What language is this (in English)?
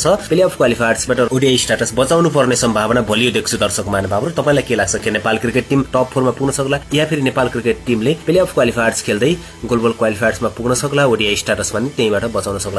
Nepali